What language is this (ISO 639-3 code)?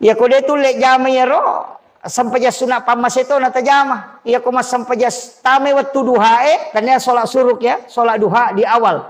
bug